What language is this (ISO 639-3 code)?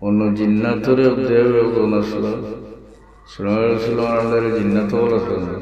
syl